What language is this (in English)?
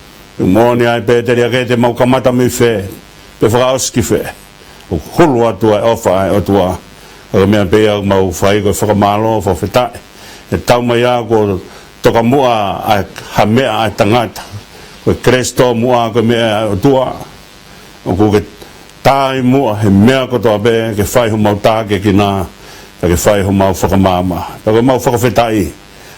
Tongan